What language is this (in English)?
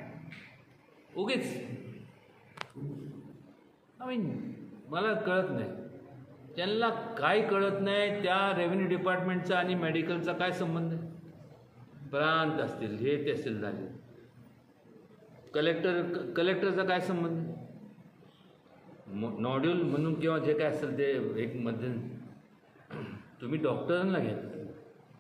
Marathi